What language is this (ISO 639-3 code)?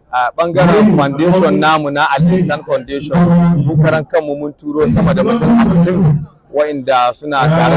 hau